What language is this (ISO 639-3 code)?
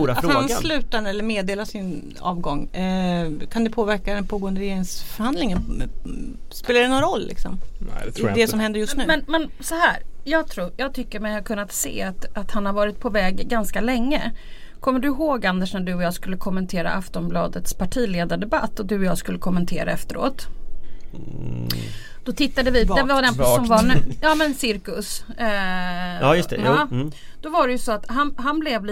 swe